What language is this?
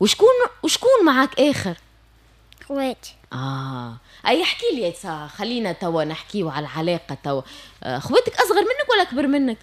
Tunisian Arabic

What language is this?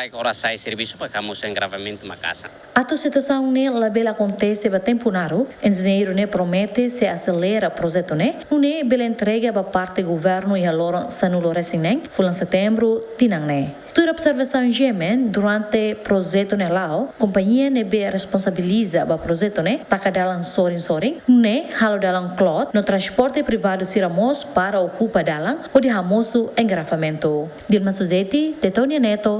Tetum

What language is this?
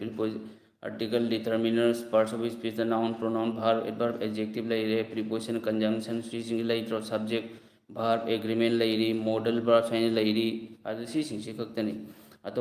Manipuri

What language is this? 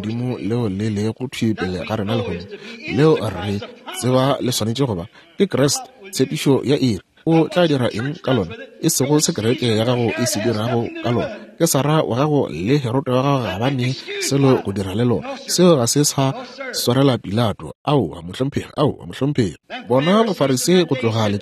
Northern Sotho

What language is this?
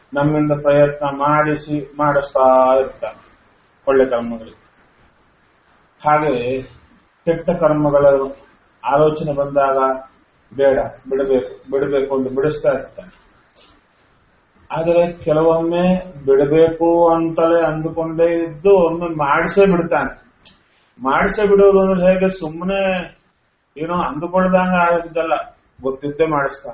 Kannada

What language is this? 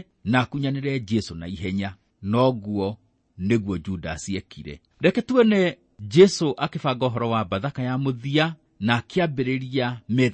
Kikuyu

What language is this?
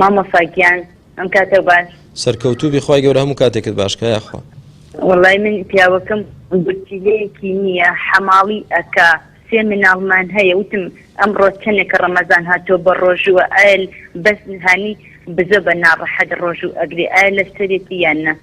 Central Kurdish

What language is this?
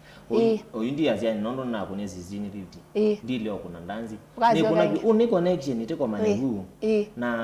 Kamba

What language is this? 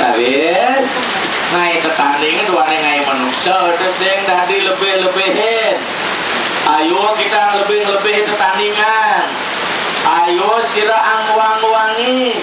Balinese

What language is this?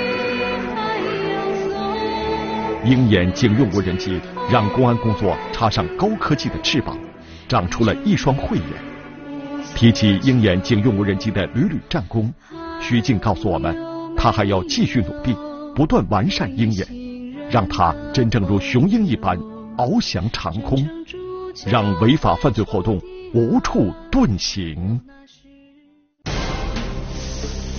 Chinese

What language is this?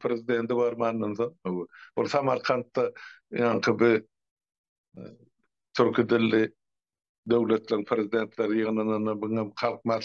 Turkmen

